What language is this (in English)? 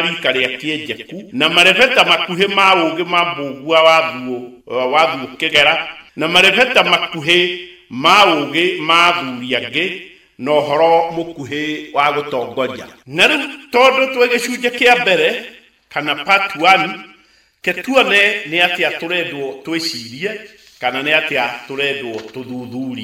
Kikuyu